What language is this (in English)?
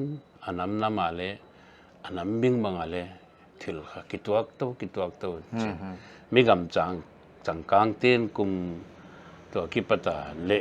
Paite Chin